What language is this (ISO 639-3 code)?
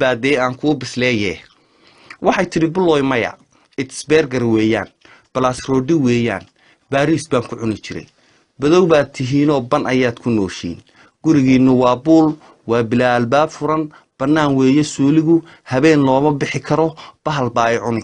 som